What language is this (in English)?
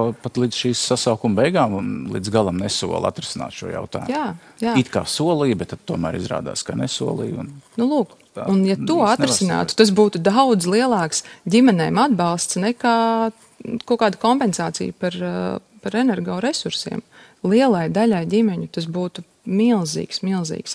Latvian